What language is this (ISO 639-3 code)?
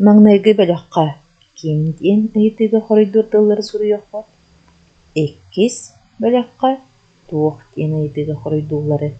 sah